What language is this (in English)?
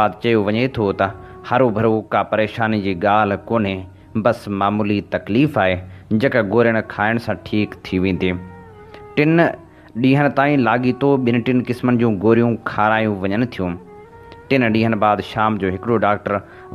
Sindhi